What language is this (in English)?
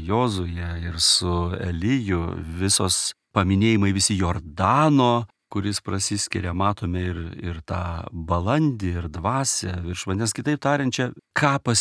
Lithuanian